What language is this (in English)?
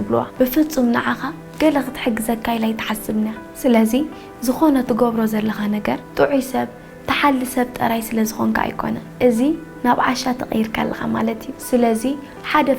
Tigrinya